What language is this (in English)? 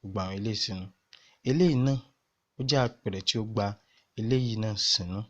Yoruba